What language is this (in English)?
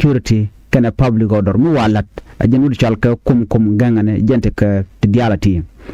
Nuer